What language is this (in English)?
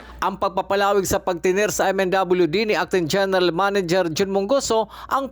Bikol